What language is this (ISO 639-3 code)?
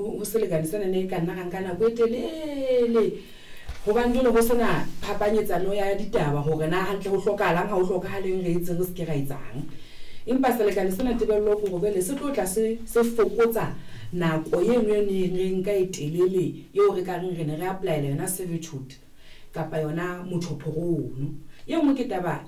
sot